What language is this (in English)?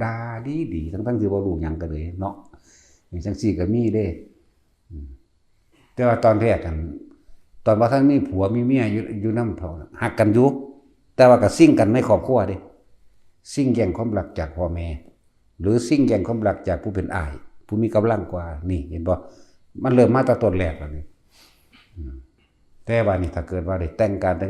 Northeastern Thai